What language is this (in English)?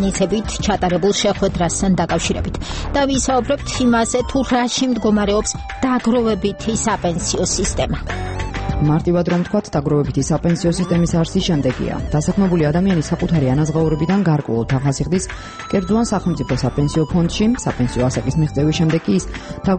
Georgian